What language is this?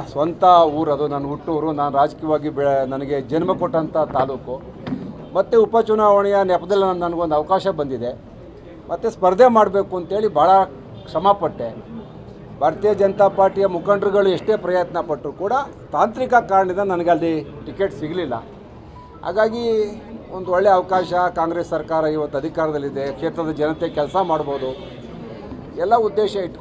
Kannada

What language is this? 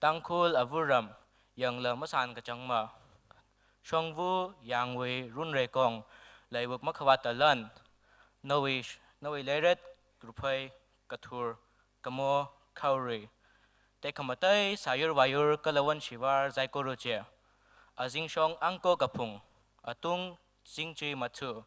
Tangkhul Naga (India)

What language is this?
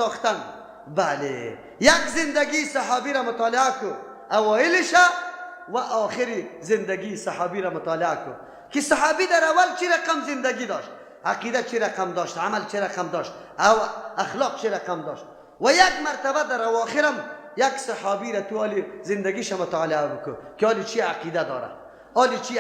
Persian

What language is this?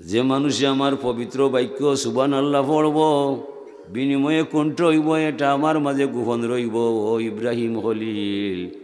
Sylheti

